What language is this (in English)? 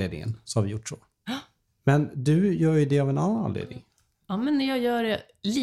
Swedish